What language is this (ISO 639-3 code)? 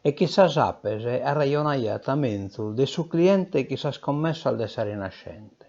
srd